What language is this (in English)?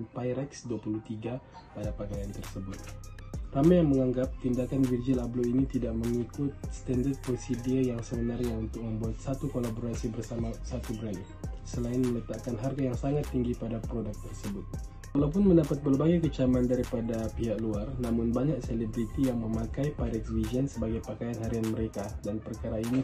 Malay